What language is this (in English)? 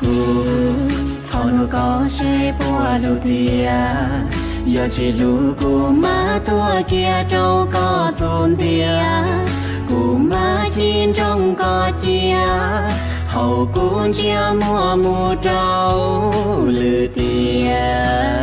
Hmong